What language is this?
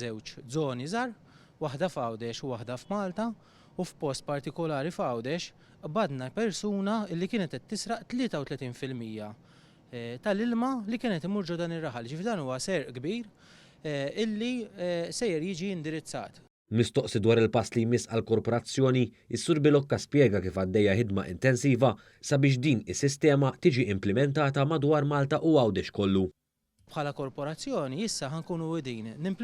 Maltese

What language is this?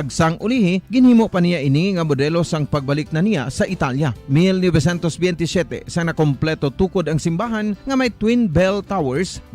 Hiligaynon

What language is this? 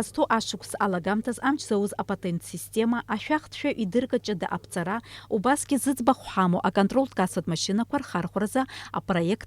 Abkhazian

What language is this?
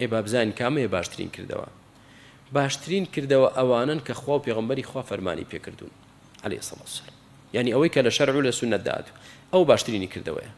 Central Kurdish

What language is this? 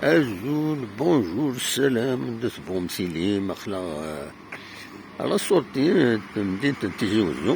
Kabyle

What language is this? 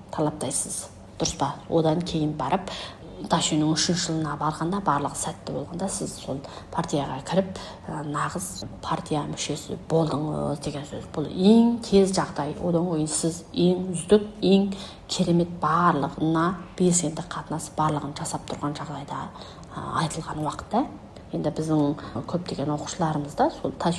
Kazakh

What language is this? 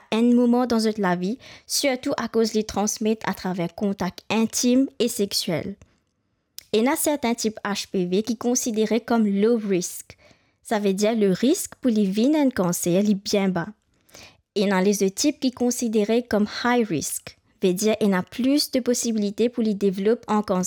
Morisyen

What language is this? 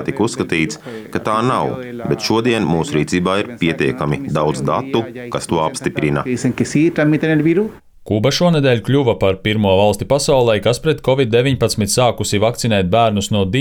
Latvian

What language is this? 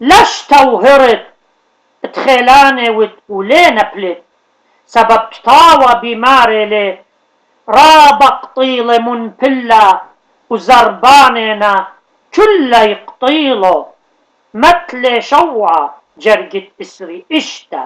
Assyrian Neo-Aramaic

